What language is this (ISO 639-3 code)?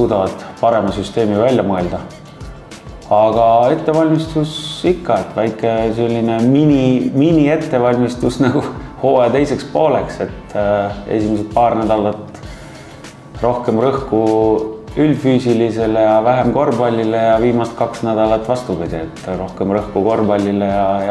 est